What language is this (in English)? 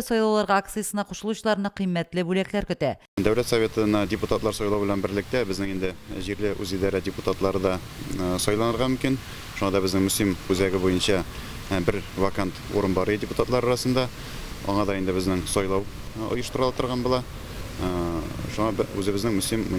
Tatar